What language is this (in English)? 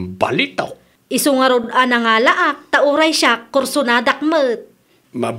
Iloko